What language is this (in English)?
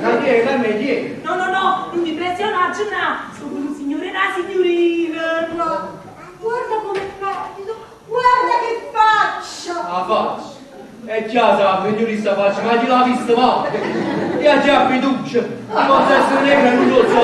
Neapolitan